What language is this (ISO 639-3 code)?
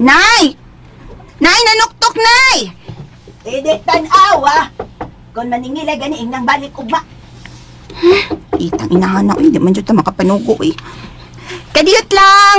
ceb